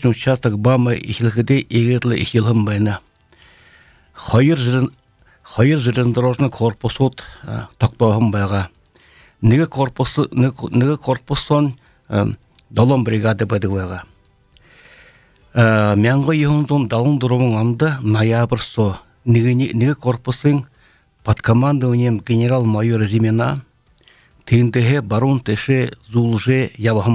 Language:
Buriat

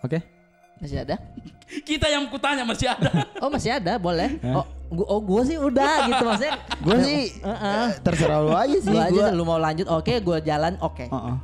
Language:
Makassar Malay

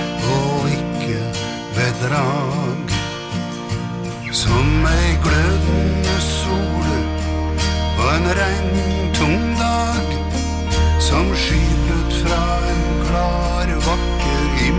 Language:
Norwegian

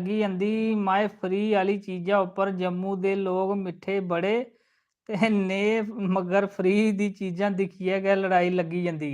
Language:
Dogri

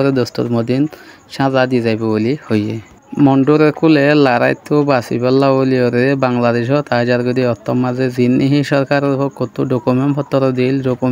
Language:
Rohingya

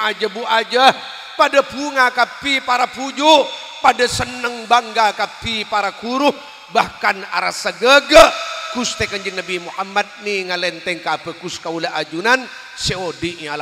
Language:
Madurese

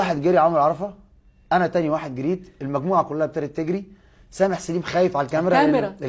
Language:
Egyptian Arabic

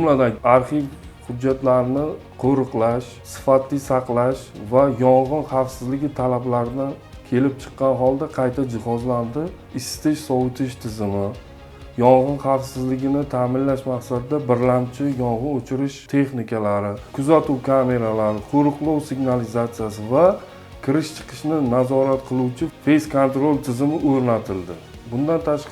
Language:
Uzbek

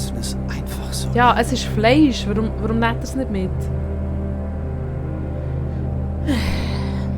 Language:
Swiss German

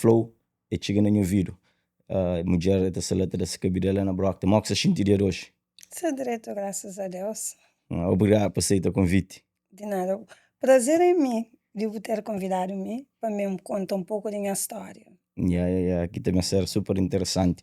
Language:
Kabuverdianu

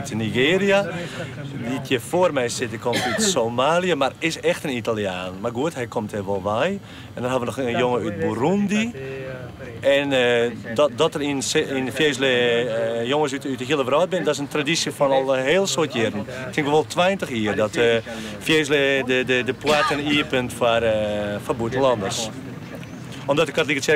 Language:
Western Frisian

